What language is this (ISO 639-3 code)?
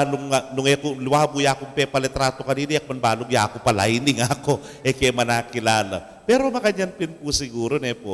pam